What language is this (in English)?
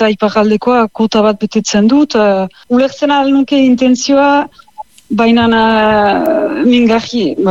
Basque